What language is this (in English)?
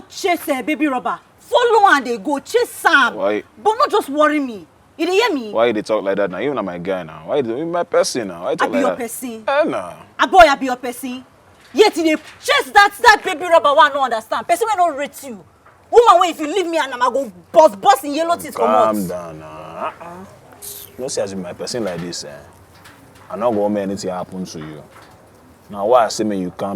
Nigerian Pidgin